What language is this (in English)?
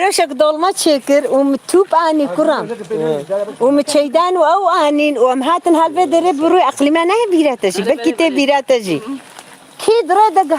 Kurdish